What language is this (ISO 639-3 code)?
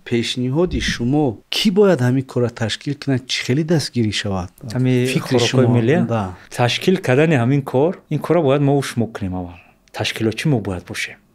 tgk